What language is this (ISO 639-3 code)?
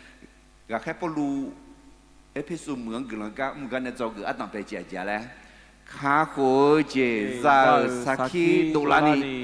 ahk